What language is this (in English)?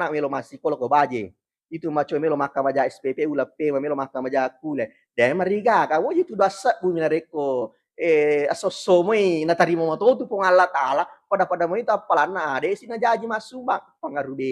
Buginese